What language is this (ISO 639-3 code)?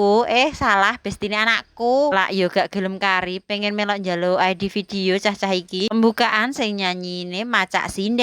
jav